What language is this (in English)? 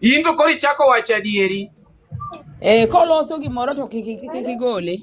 Luo (Kenya and Tanzania)